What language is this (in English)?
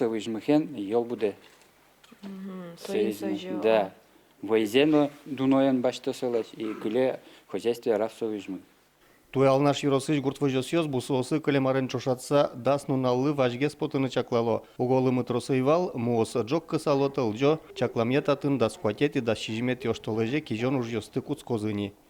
Udmurt